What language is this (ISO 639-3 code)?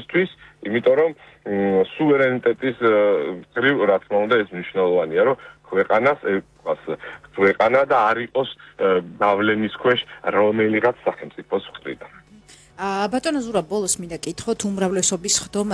kat